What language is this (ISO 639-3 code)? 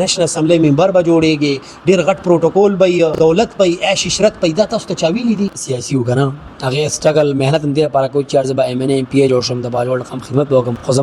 pus